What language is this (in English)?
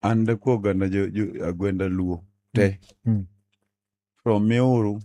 Luo (Kenya and Tanzania)